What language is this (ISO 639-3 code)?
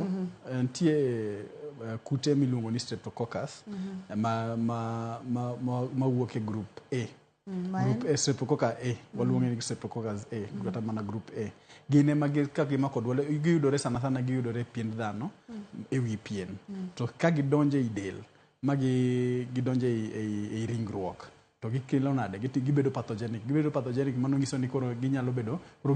luo